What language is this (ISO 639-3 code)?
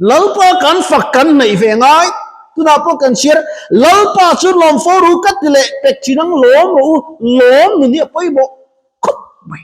lus